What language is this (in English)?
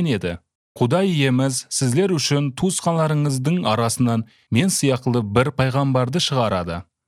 Kyrgyz